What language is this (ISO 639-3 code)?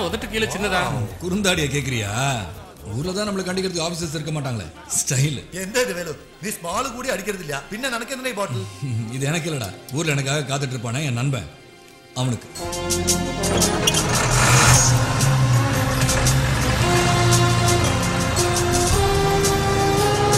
tam